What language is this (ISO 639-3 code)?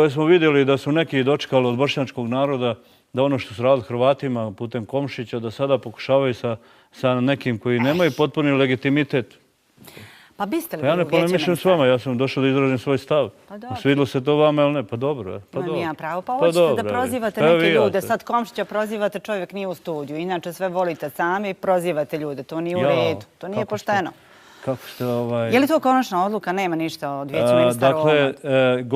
bos